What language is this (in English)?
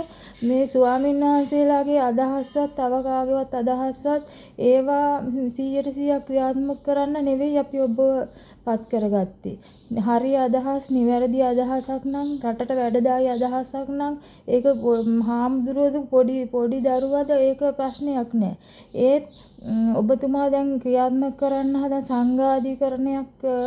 Sinhala